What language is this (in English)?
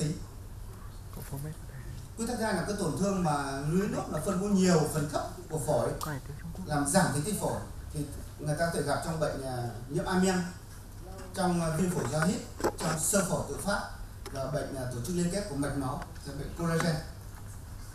Vietnamese